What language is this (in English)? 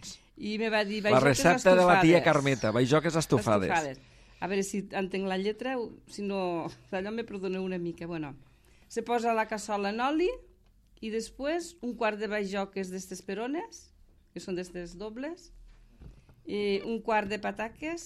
Catalan